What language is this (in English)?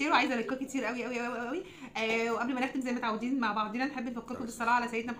Egyptian Arabic